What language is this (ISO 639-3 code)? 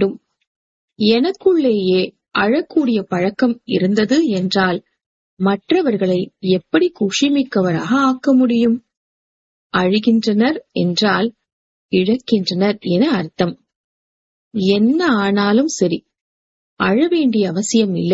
tam